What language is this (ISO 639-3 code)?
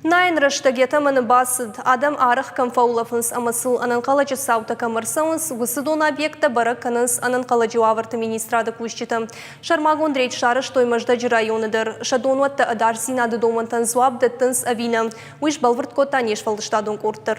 oss